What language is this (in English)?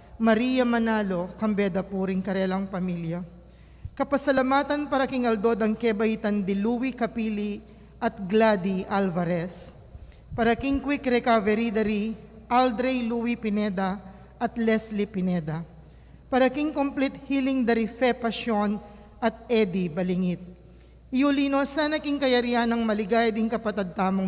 Pampanga